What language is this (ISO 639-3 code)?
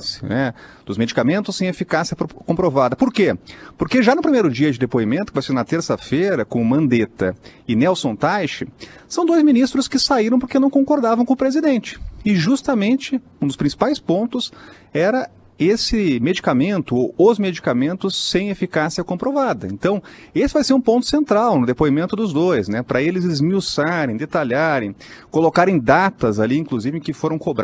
por